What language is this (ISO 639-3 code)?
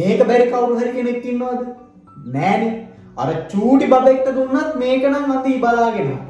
sin